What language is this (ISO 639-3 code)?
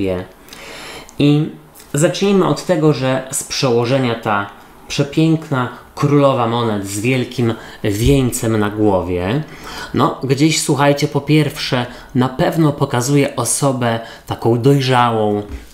pol